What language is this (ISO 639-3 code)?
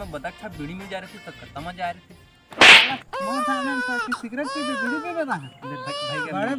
hne